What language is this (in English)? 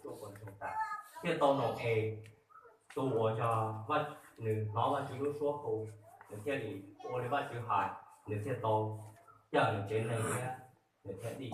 Hmong